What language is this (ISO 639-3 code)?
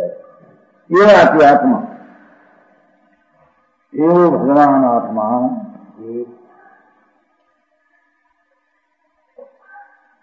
guj